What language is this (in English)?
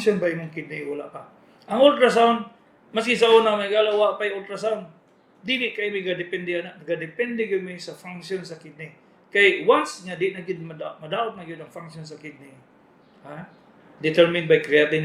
Cebuano